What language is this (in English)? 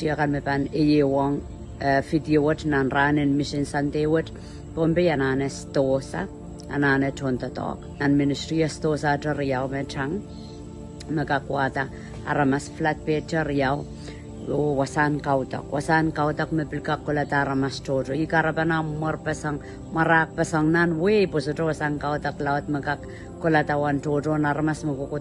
Pohnpeian